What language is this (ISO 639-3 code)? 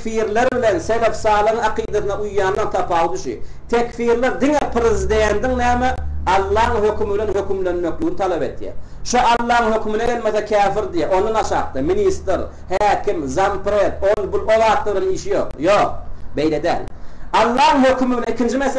tuk